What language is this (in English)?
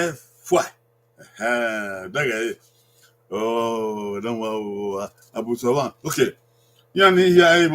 Bini